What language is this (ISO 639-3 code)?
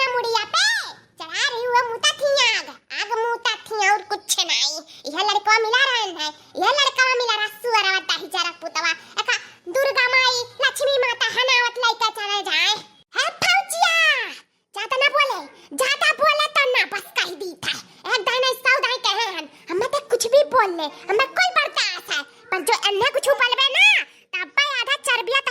awa